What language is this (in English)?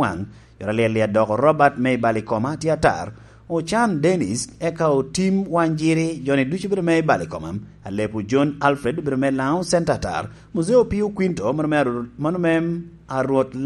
Lango (Uganda)